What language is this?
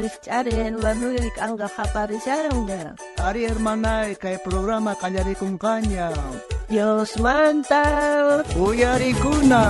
South Bolivian Quechua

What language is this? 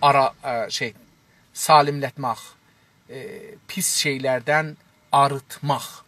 South Azerbaijani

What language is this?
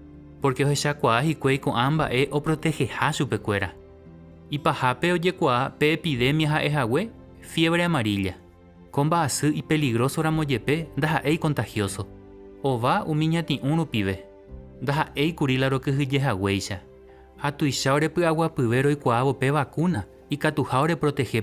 Guarani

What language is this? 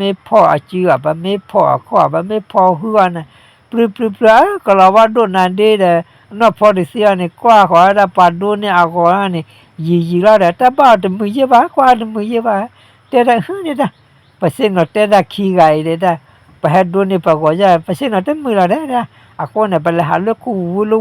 S'gaw Karen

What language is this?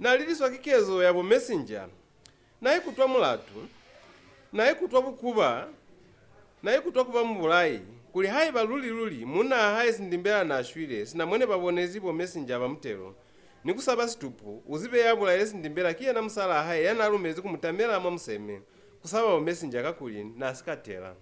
Lozi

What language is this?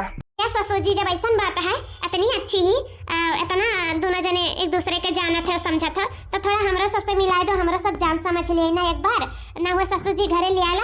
Awadhi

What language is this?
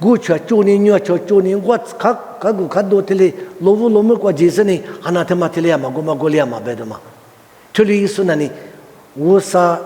Lisu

